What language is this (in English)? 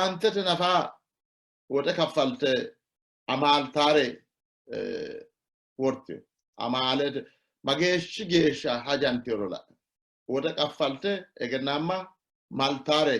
Sidamo